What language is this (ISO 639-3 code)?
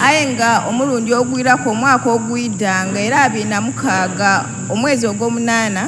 xog